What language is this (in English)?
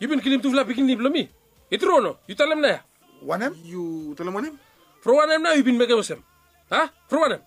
Bislama